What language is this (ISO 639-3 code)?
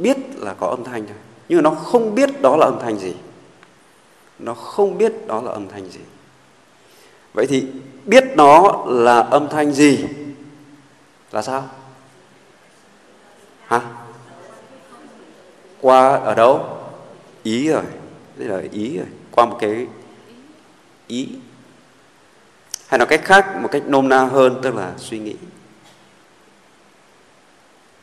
vie